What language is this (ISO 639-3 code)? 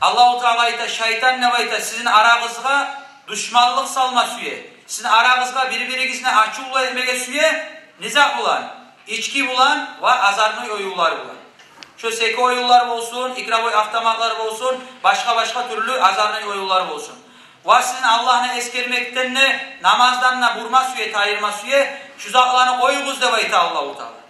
kum